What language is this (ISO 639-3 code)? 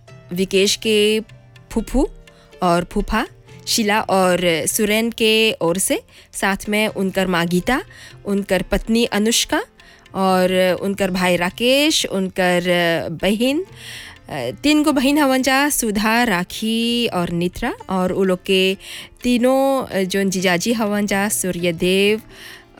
bho